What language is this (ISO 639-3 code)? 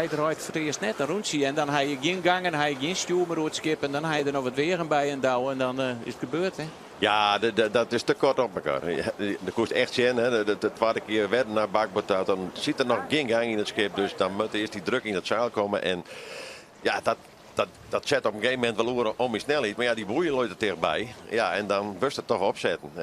fry